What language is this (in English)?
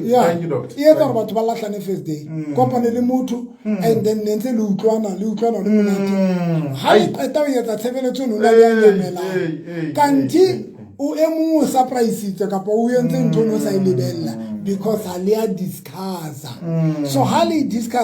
Southern Sotho